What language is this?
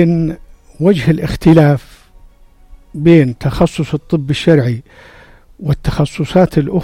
North Levantine Arabic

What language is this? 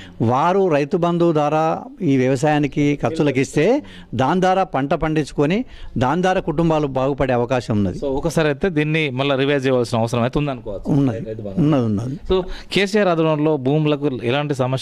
Telugu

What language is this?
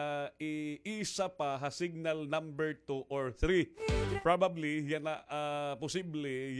Waray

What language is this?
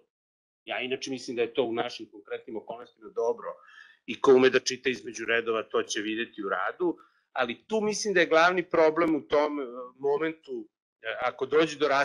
Serbian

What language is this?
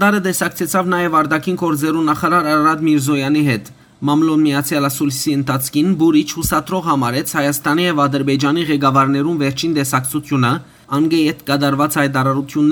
Western Armenian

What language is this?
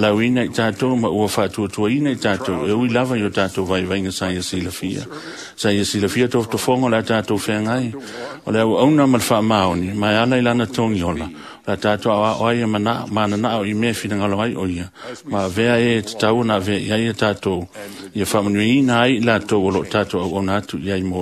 Samoan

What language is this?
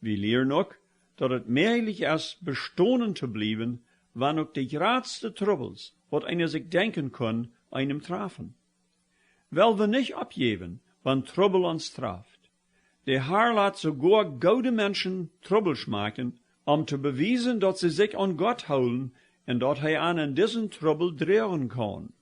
Plautdietsch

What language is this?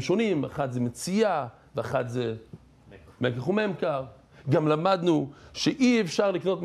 Hebrew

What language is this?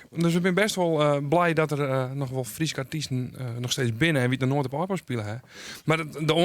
Western Frisian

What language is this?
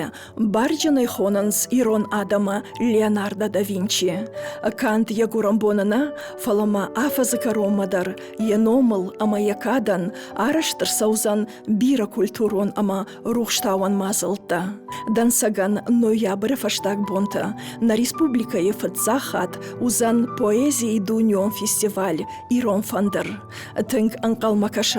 Ossetic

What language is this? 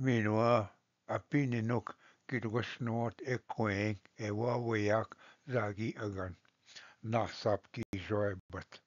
Ojibwa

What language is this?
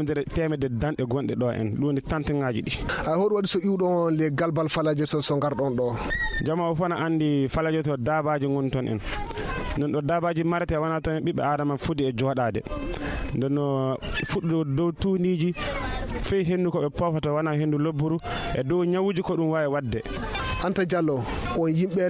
Nigerian Fulfulde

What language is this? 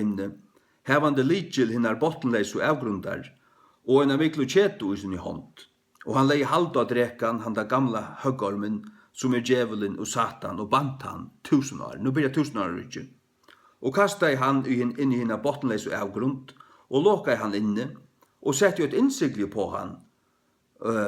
Faroese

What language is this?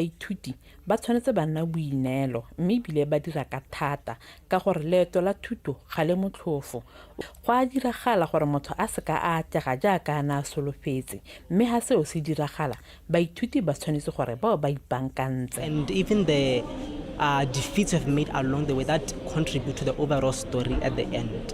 Tswana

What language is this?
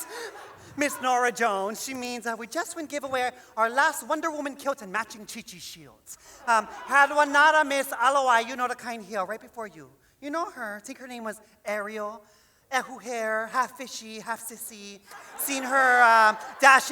Hawaiian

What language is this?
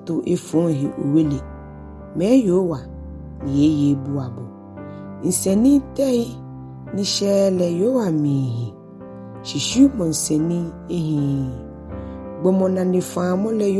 Ga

